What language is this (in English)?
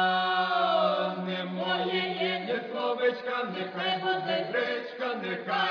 Ukrainian